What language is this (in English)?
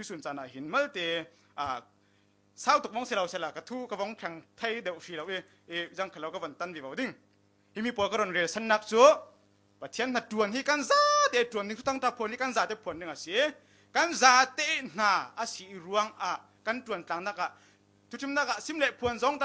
Falam Chin